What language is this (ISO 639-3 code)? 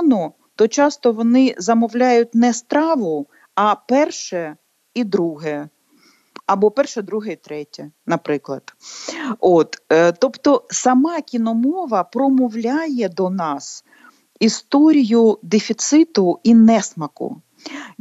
ukr